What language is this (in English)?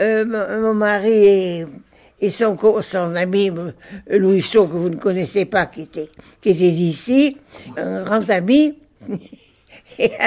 French